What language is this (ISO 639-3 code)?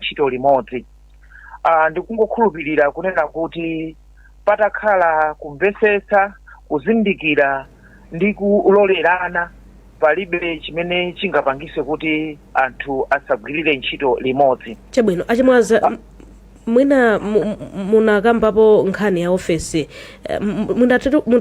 nya